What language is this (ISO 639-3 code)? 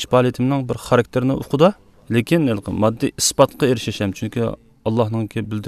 uig